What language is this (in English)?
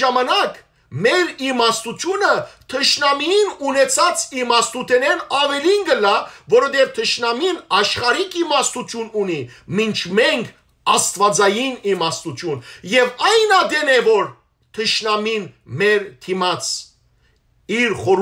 Western Armenian